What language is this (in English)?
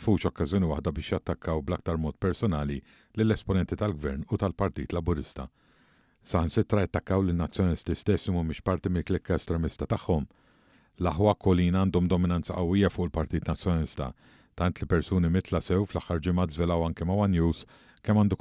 Maltese